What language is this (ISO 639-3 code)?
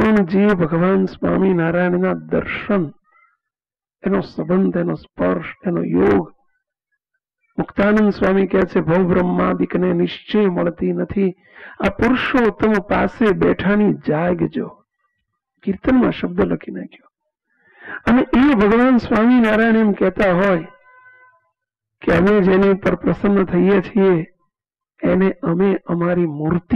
guj